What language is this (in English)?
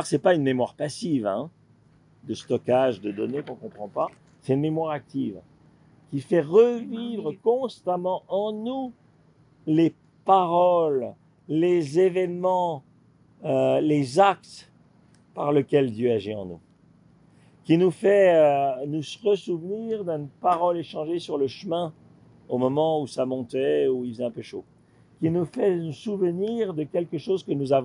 French